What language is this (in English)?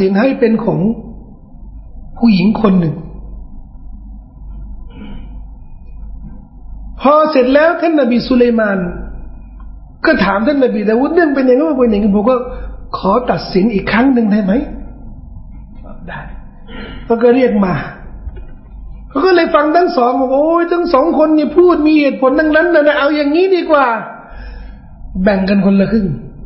Thai